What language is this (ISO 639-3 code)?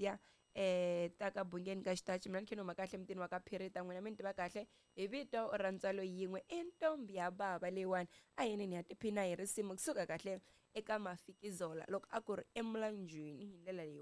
tso